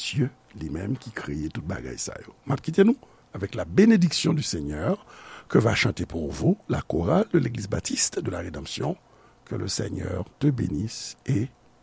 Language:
Haitian Creole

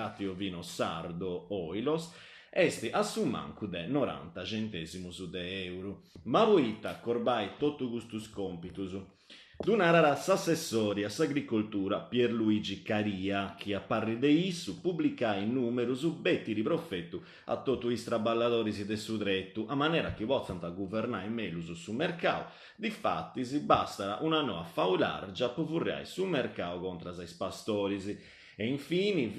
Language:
Sardinian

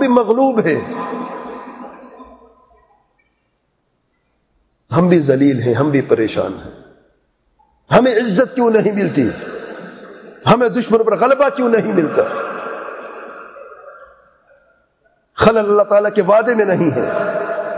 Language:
Urdu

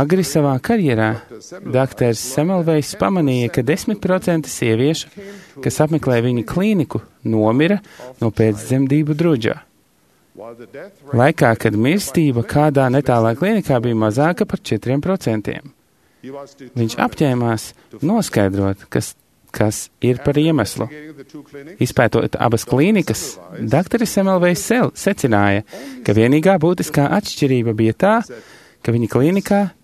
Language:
Latvian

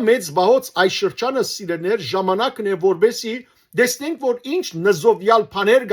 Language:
Western Armenian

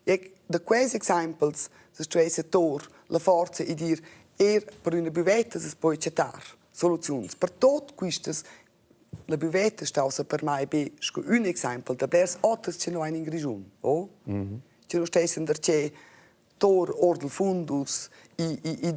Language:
Romansh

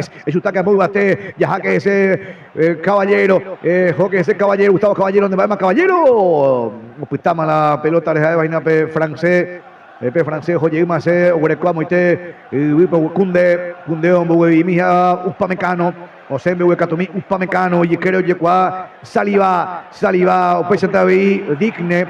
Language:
Guarani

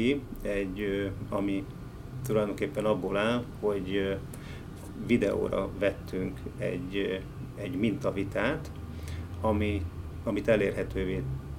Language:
Hungarian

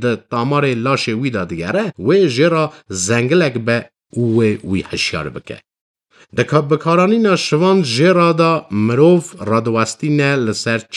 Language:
Kurdish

